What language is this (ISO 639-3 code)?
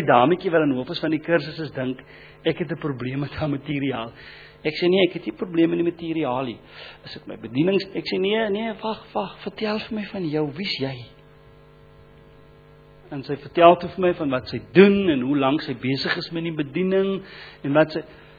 afr